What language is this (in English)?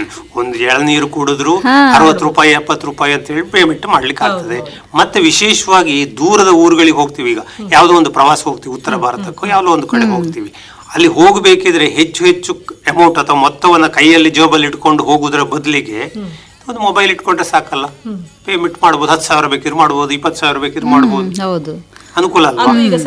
Kannada